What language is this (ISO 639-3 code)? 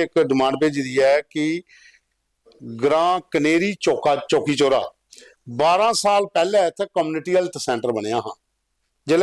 doi